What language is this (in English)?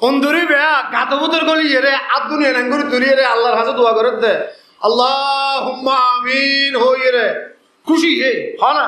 Rohingya